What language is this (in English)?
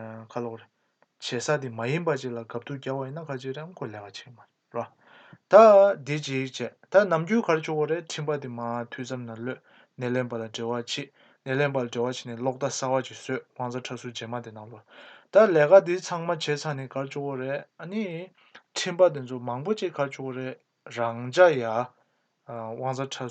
Tibetan